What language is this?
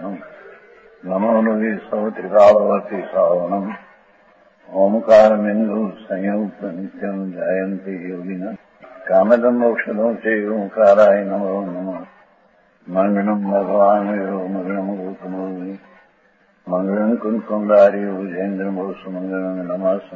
Gujarati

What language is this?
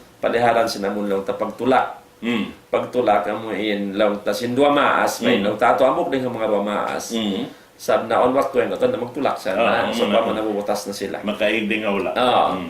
Tausug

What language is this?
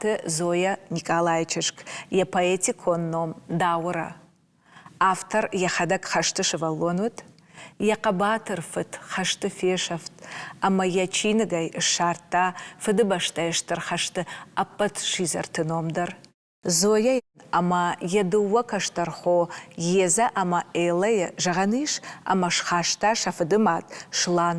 Ossetic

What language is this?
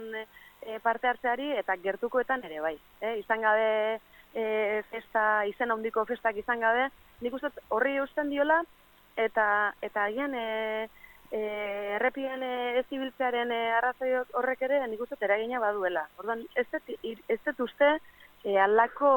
Basque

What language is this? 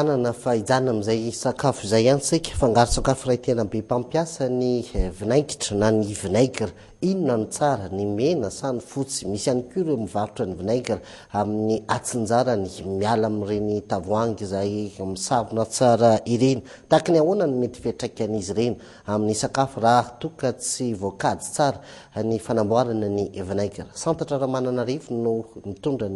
Malagasy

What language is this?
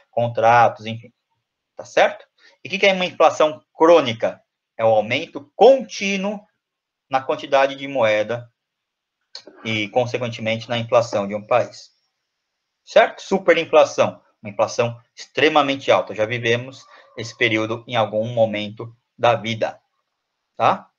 Portuguese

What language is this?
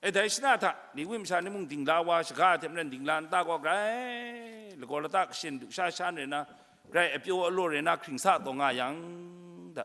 Kachin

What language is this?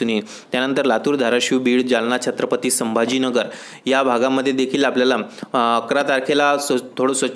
Marathi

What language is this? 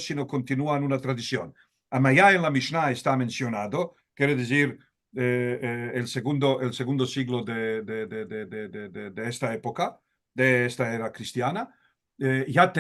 Ladino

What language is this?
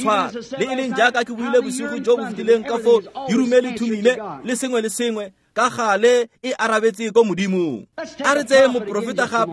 Tswana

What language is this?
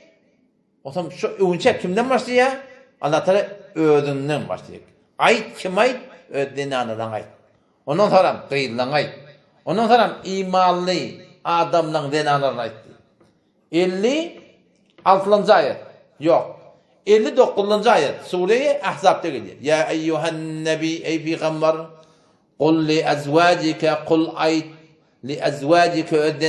Turkmen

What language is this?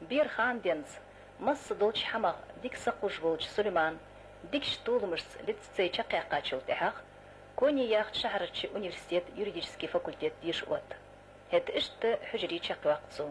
Ingush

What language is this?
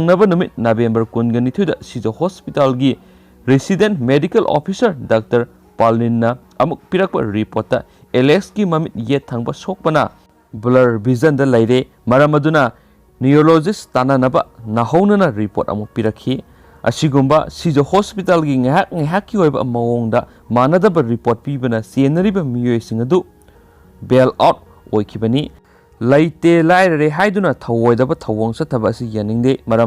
Manipuri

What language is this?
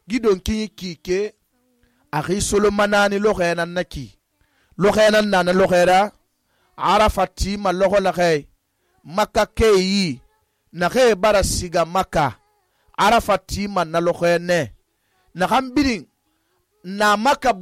Susu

